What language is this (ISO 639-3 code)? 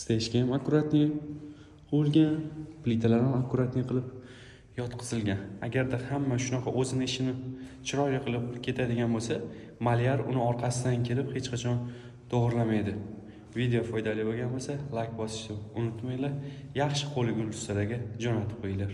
uzb